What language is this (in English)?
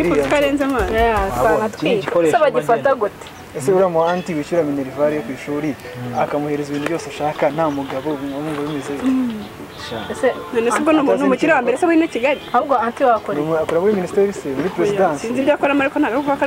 Kinyarwanda